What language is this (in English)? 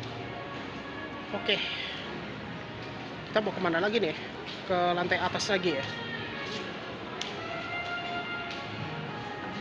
Indonesian